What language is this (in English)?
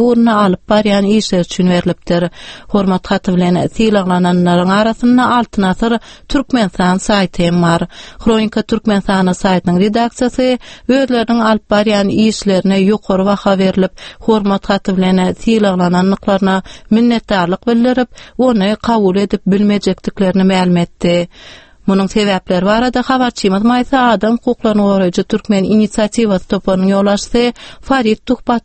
Turkmen